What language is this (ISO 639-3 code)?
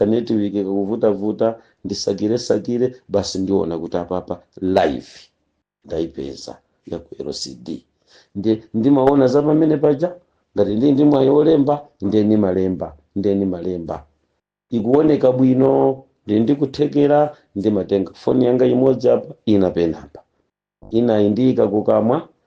nya